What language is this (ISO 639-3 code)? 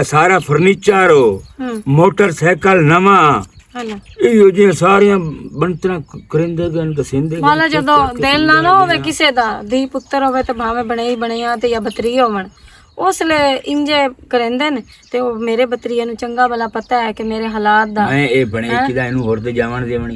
lah